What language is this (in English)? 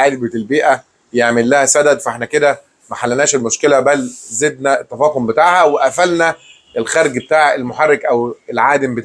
Egyptian Arabic